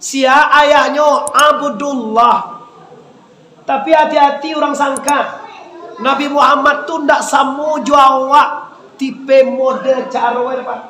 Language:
Minangkabau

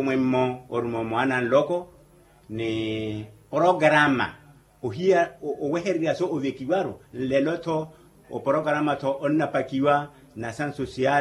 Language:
Makhuwa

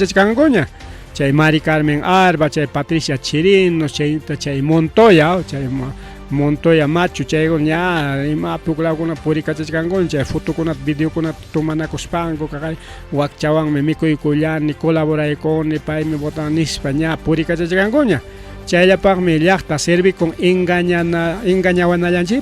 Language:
Ayacucho Quechua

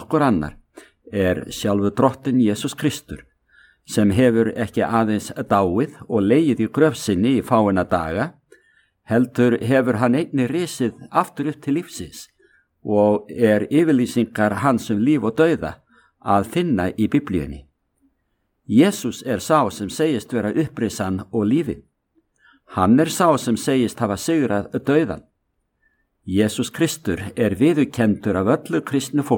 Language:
Icelandic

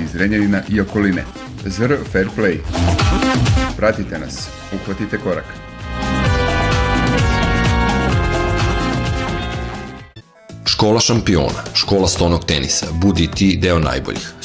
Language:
Serbian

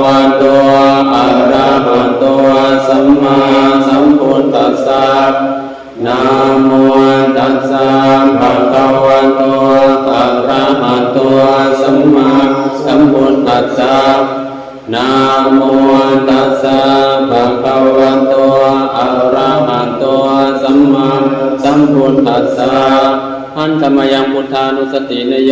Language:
Pali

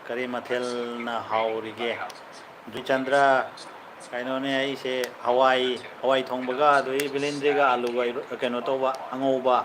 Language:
Manipuri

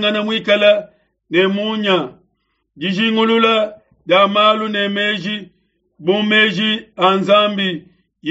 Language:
Luba-Lulua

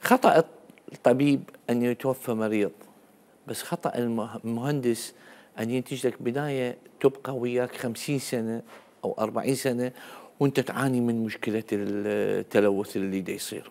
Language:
Mesopotamian Arabic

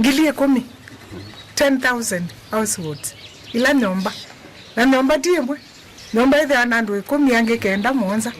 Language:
Kamba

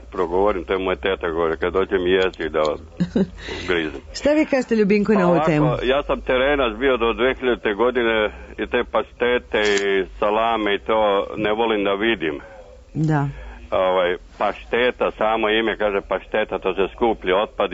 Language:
Serbian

